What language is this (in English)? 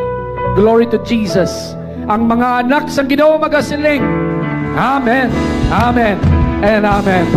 Hiligaynon